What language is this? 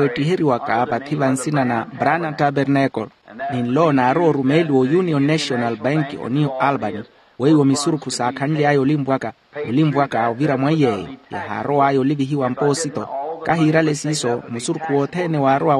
Makhuwa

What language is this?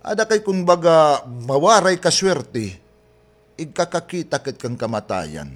Waray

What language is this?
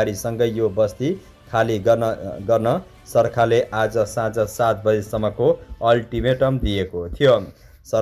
Nepali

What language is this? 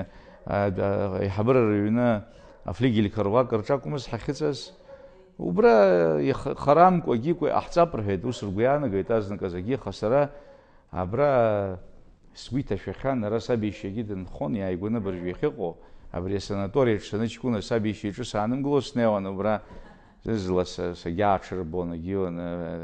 Abkhazian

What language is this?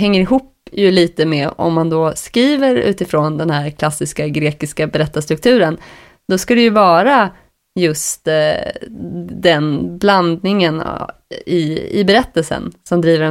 Swedish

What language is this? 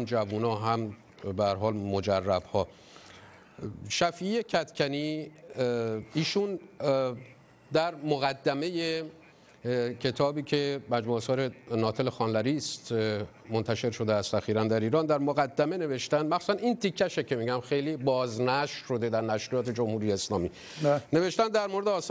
Persian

